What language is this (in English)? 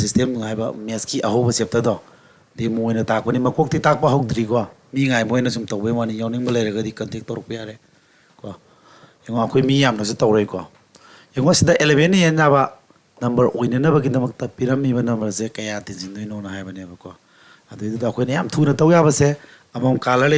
Manipuri